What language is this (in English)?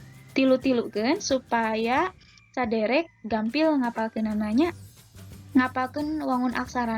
Sundanese